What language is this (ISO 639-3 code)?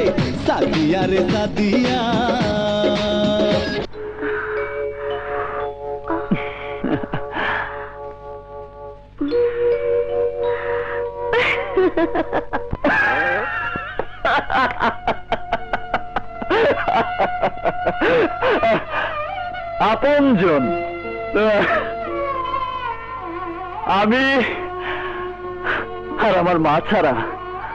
ben